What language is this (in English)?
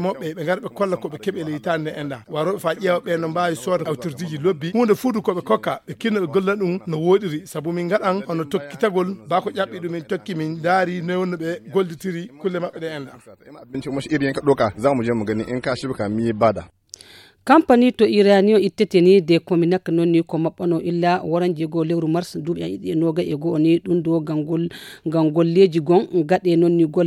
Fula